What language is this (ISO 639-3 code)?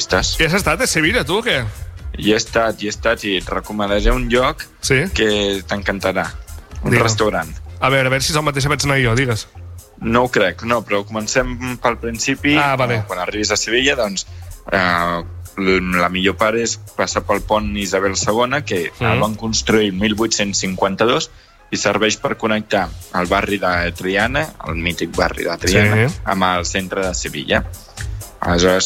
cat